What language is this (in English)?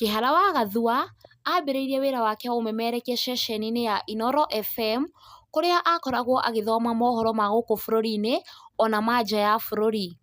Kikuyu